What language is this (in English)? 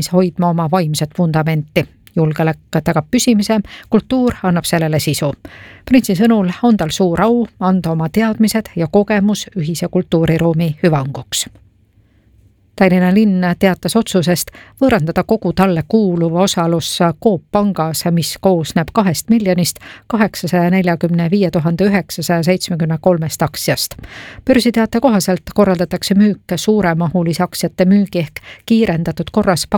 Estonian